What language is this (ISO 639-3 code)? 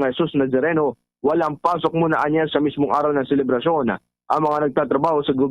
hil